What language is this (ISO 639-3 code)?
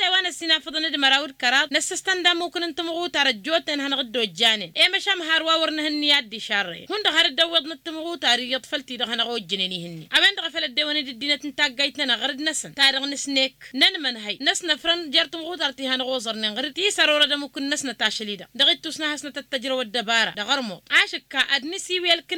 taq